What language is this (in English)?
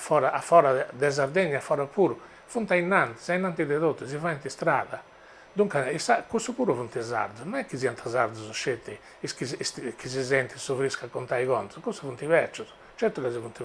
Sardinian